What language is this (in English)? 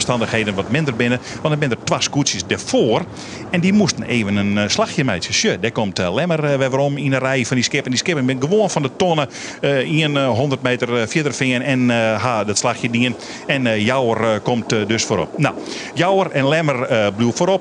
Western Frisian